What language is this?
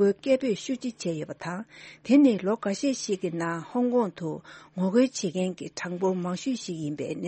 Tibetan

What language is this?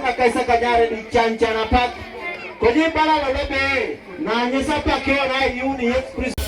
Teso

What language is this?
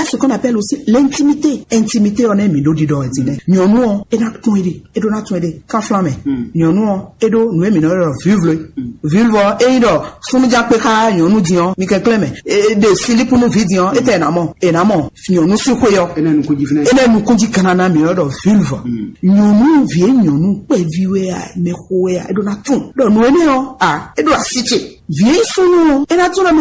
Fon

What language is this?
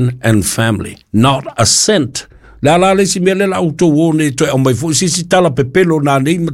Samoan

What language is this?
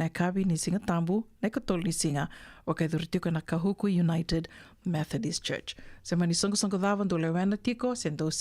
Fijian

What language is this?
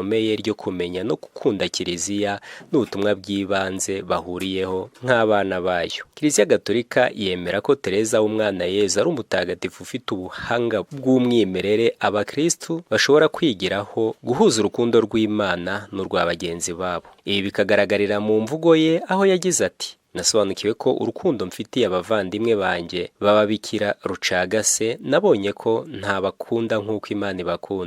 Kinyarwanda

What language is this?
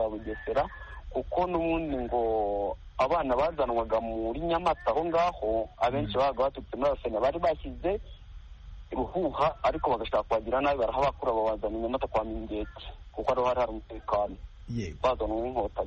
Kinyarwanda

